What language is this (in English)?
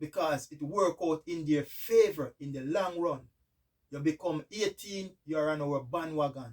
Jamaican Creole English